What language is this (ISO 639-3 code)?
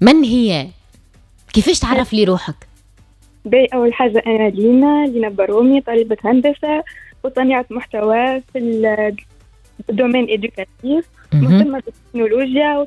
aeb